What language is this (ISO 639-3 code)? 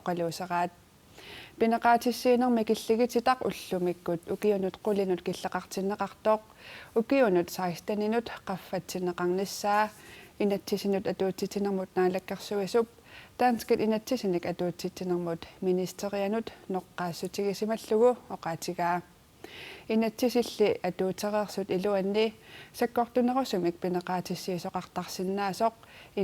kal